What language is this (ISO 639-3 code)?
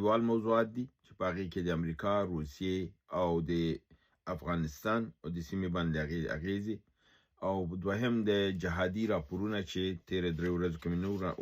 pus